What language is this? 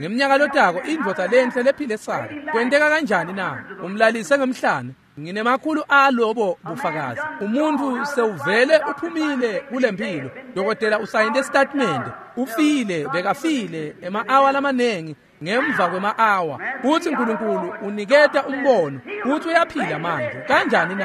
Swati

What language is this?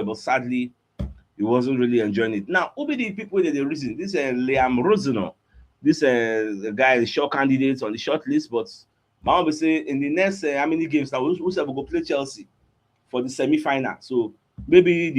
Nigerian Pidgin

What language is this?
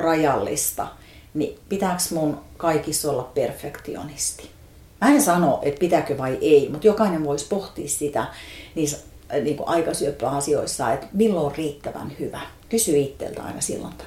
Finnish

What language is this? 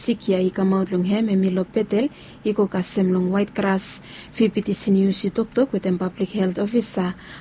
Bislama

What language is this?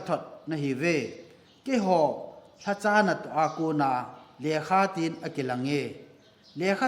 Thado Chin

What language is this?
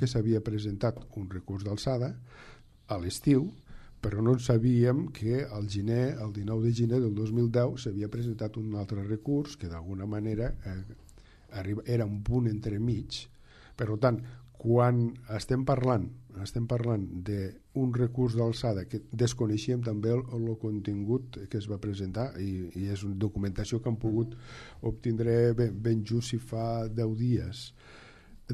Catalan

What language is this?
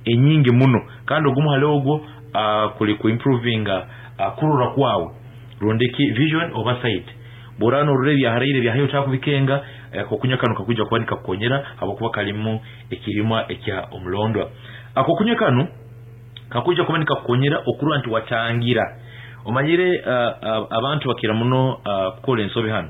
Nyankole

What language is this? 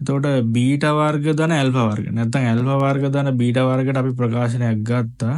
Sinhala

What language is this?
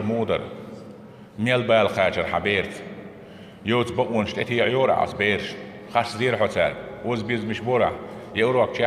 Chechen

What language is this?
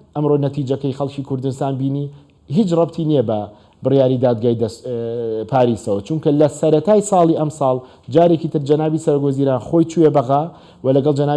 Central Kurdish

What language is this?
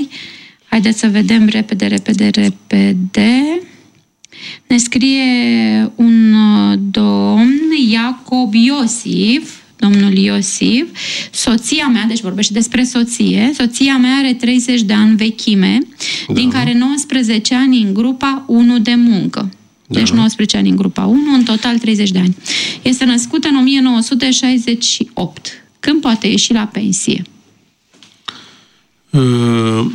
Romanian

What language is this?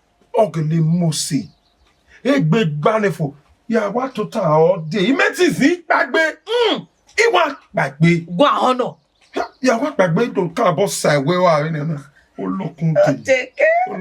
Bini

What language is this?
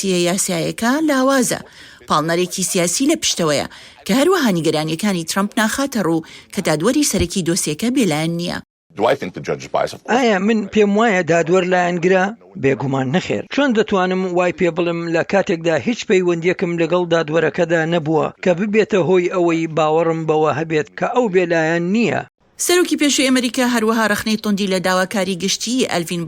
Central Kurdish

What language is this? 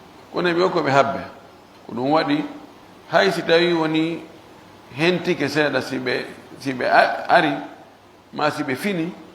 Pular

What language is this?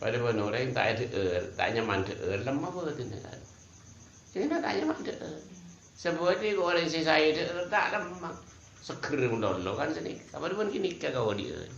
Madurese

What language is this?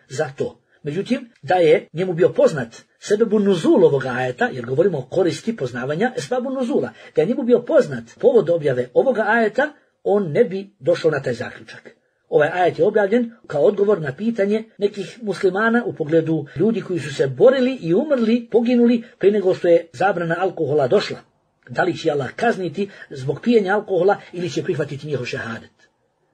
Bosnian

